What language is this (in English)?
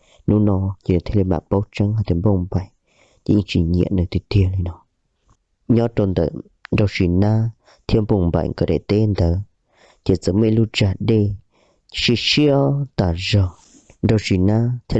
Hmong